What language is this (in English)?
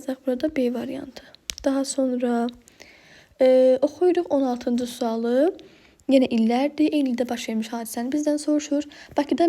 Azerbaijani